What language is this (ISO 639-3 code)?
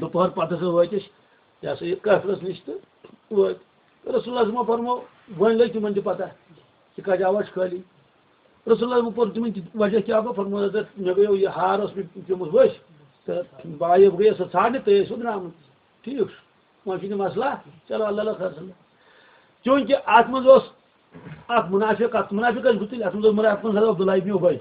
kas